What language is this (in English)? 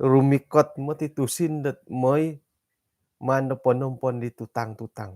Central Dusun